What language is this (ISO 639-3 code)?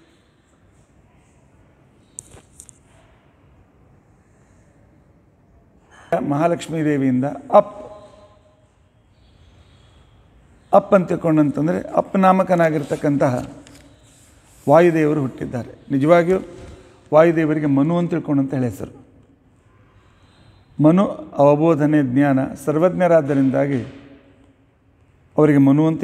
kan